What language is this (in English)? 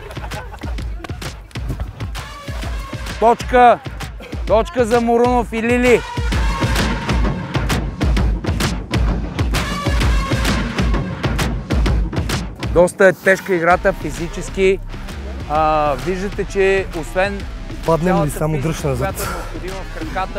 Bulgarian